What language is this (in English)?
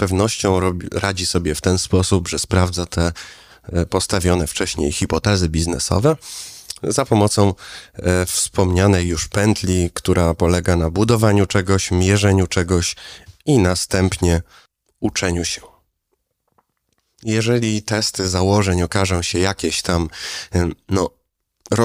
Polish